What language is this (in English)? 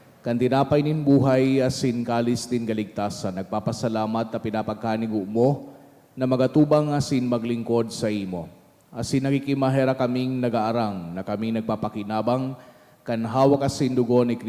Bikol